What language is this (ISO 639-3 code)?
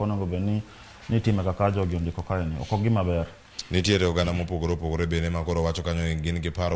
luo